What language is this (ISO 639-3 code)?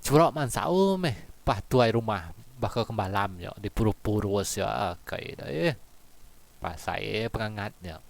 iba